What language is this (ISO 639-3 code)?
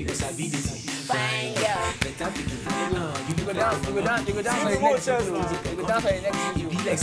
pcm